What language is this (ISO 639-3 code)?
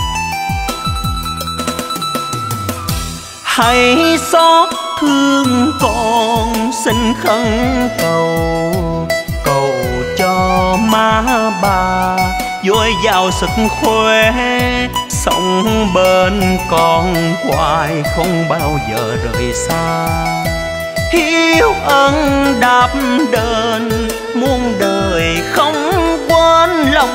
vie